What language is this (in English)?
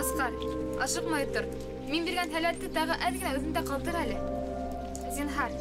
Bashkir